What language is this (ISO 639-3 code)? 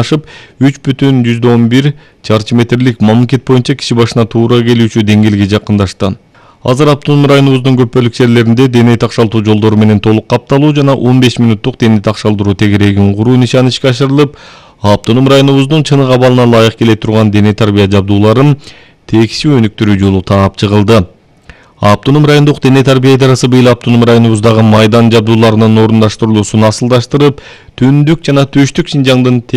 kir